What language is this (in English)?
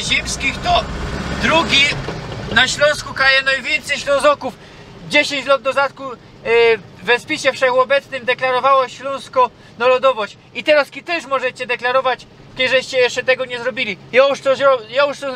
Silesian